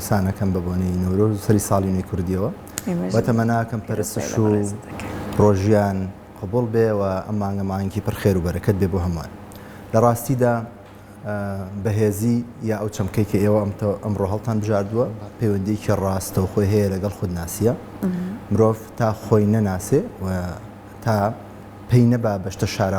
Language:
Central Kurdish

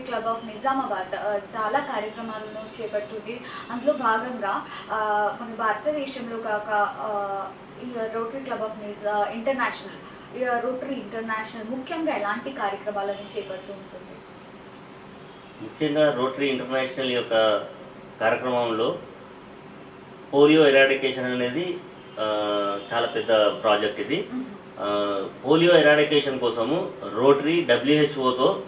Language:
Telugu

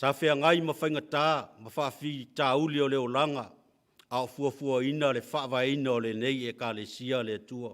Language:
Samoan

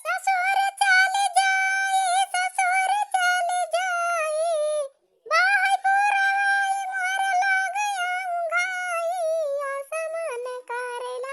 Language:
Awadhi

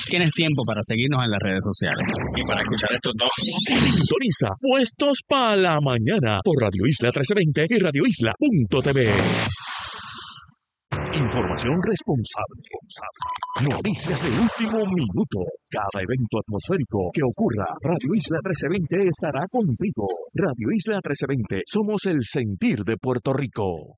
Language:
Spanish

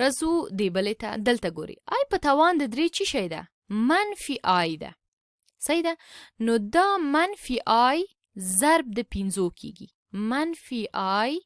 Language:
Pashto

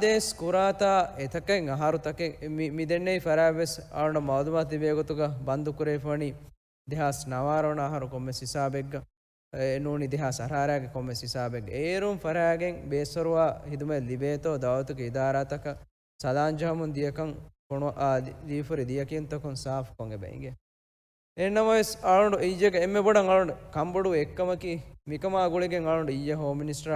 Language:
Divehi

